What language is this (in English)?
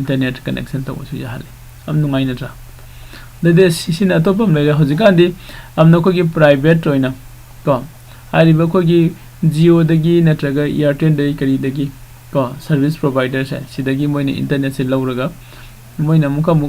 Manipuri